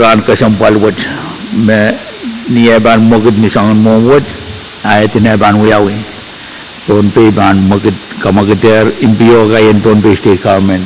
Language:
Pohnpeian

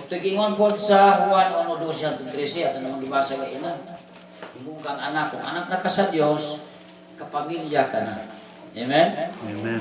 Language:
Cebuano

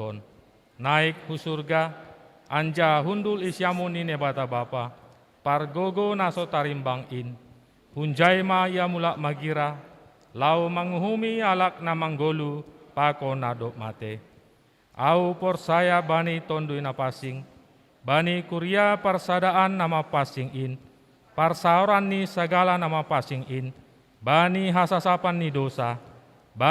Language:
Batak Simalungun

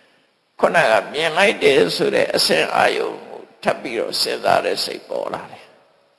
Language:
Burmese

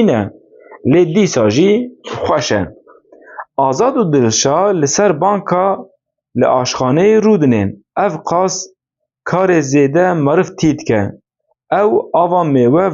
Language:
Kurdish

